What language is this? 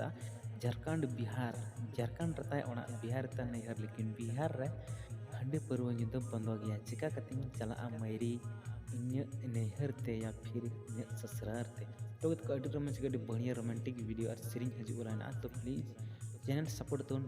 Santali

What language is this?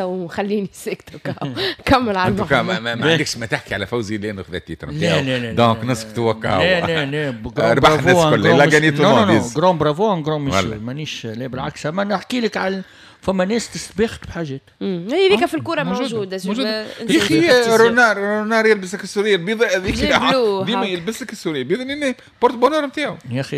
Tunisian Arabic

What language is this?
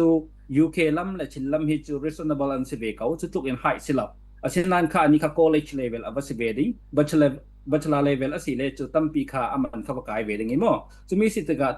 Falam Chin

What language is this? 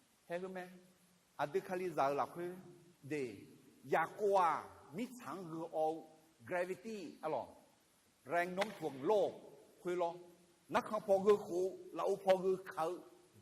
Akha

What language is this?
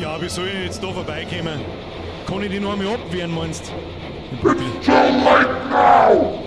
Bavarian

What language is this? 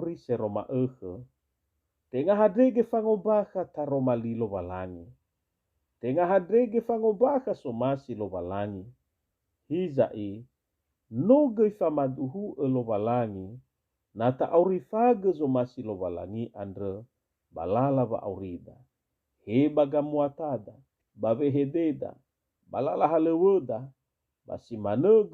Nias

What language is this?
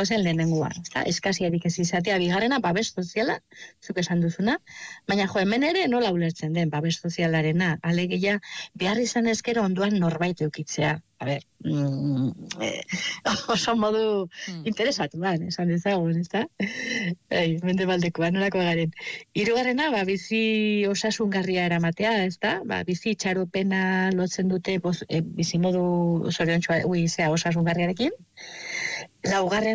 Basque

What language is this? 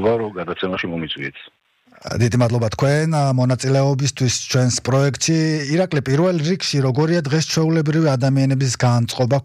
Georgian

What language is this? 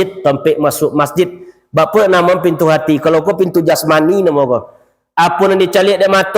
Minangkabau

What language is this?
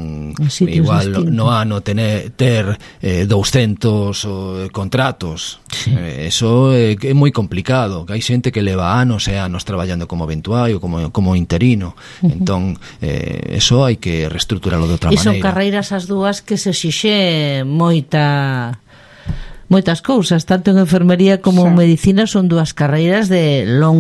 Galician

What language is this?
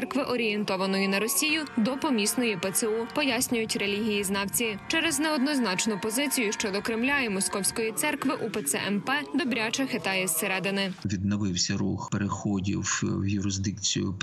Ukrainian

